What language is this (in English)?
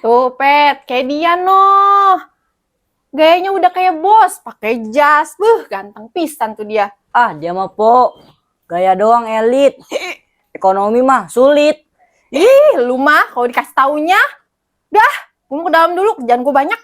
Betawi